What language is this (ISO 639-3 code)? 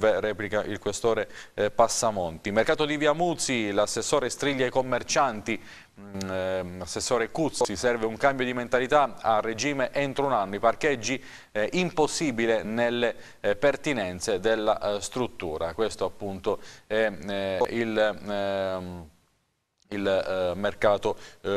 ita